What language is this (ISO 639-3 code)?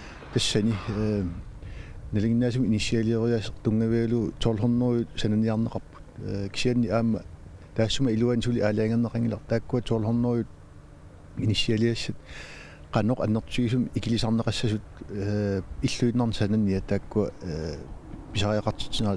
kal